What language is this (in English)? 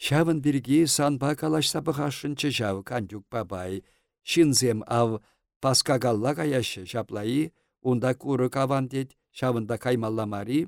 Chuvash